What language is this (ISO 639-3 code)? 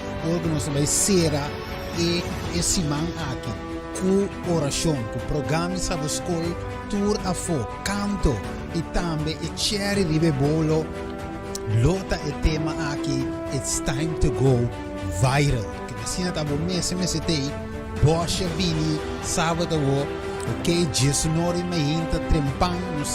pap